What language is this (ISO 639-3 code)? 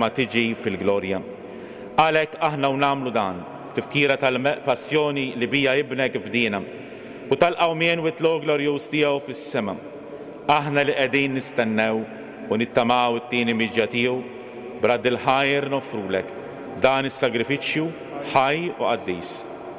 mlt